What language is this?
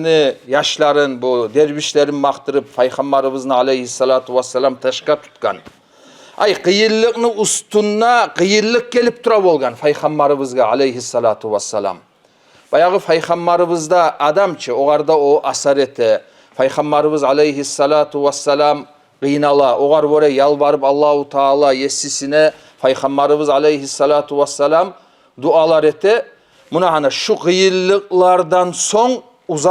Kumyk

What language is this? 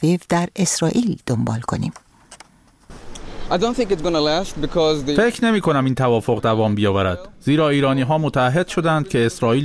Persian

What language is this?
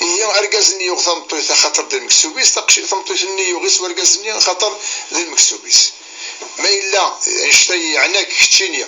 Kabyle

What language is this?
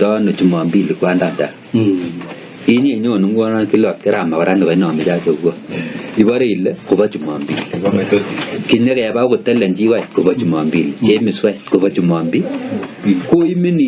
Kalenjin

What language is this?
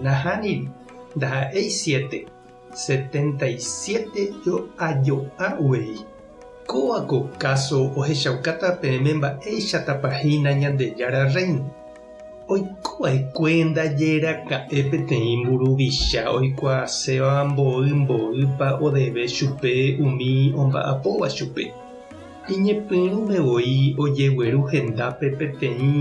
Guarani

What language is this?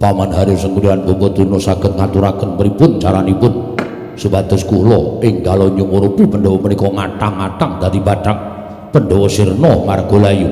Javanese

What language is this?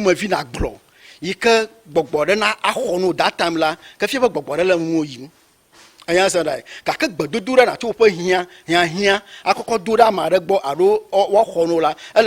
Ewe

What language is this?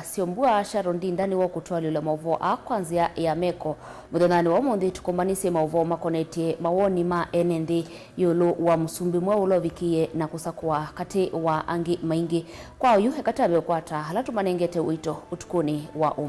Kamba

